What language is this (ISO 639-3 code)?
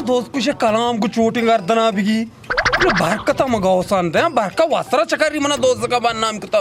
bal